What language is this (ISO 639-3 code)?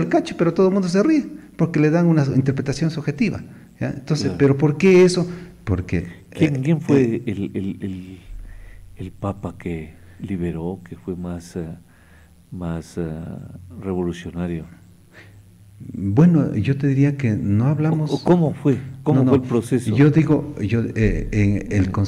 spa